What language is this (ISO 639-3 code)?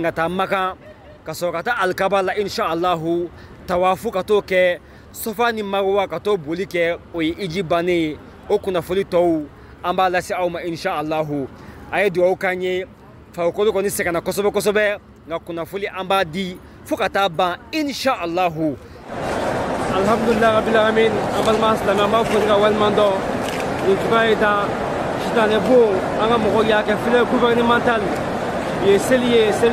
bam